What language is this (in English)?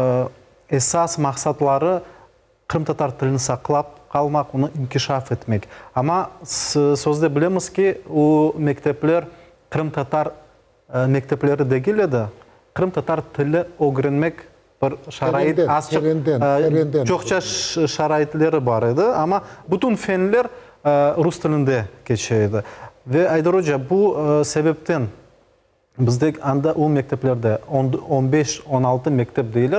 Crimean Tatar